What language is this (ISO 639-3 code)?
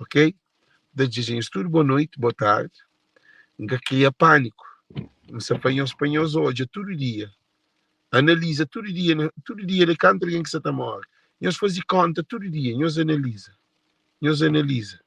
kea